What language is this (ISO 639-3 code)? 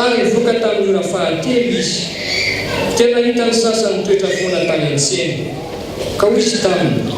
mlg